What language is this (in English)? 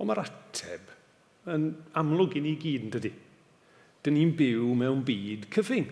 Welsh